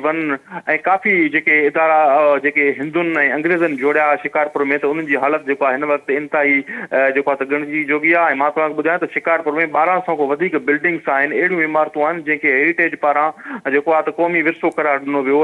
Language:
Sindhi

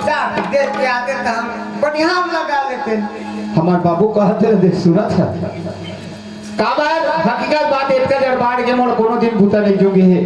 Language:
Chhattisgarhi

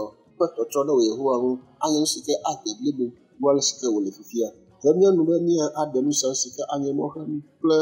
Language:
Ewe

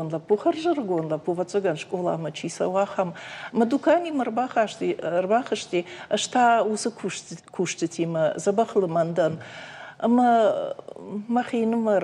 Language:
Ossetic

